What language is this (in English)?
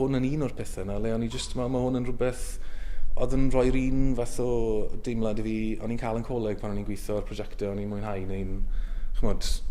Welsh